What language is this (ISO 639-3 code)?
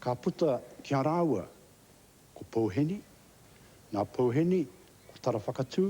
mri